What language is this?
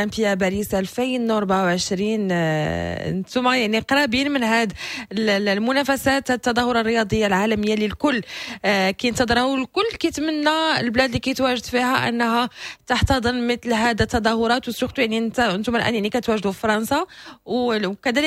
Moroccan Arabic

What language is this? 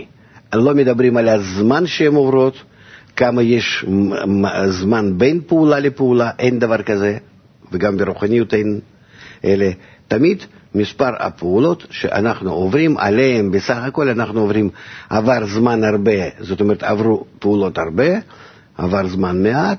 Hebrew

